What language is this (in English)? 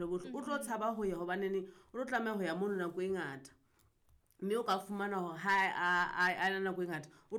Southern Sotho